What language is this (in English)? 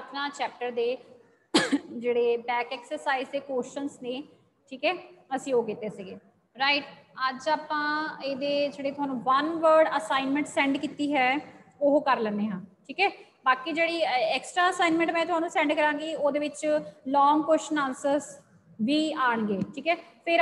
Punjabi